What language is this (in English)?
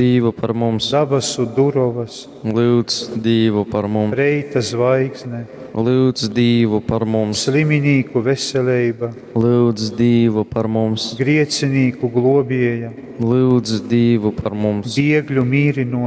Latgalian